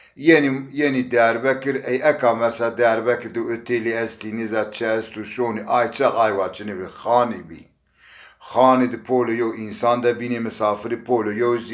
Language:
Zaza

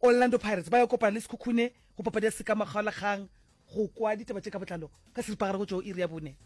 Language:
Northern Sotho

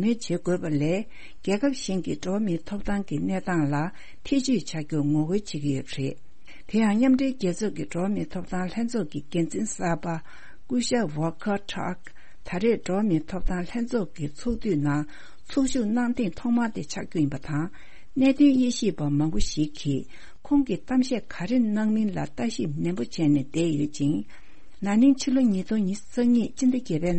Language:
Tibetan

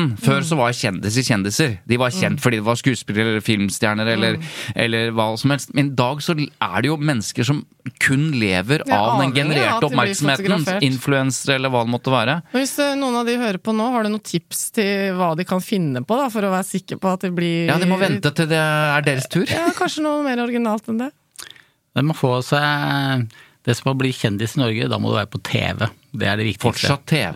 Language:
Norwegian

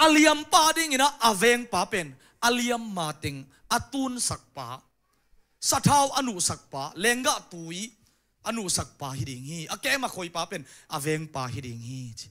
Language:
Tedim Chin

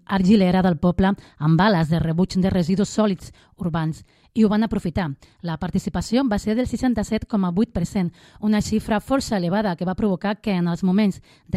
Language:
Catalan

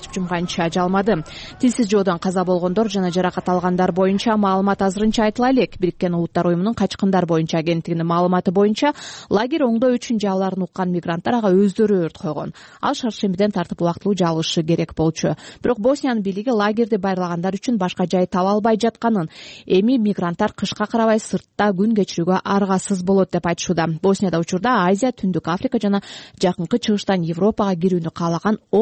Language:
Kyrgyz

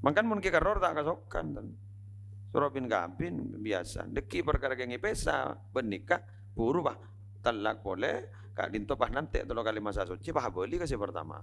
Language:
Madurese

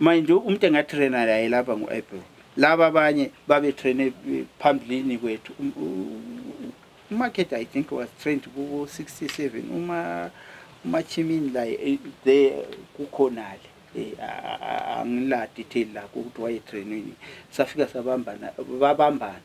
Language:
North Ndebele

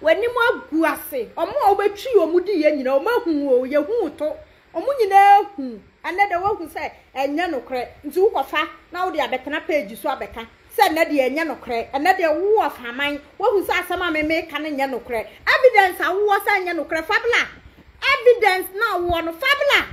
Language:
Akan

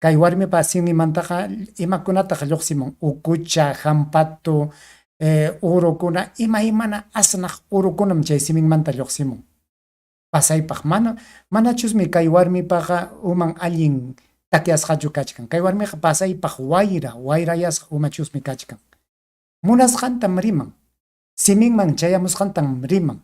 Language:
Ayacucho Quechua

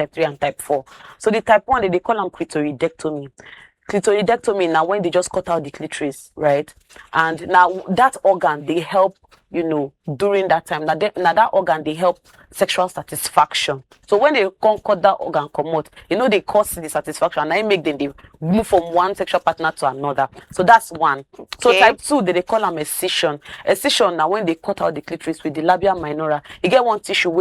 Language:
Nigerian Pidgin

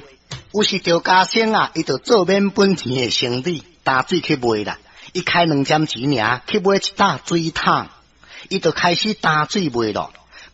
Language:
Min Nan Chinese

